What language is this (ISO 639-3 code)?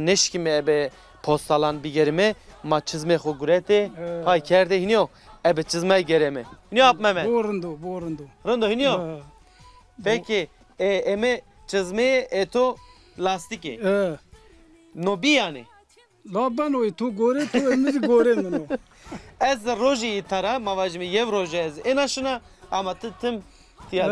zza